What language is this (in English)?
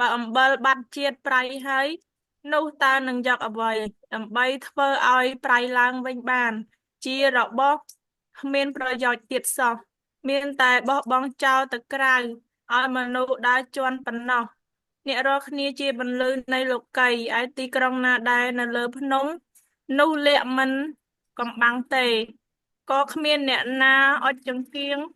Khmer